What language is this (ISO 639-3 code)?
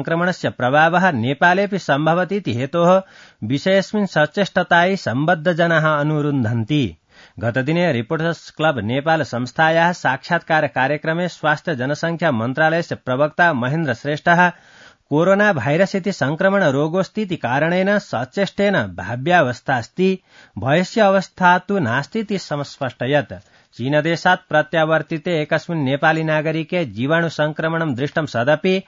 san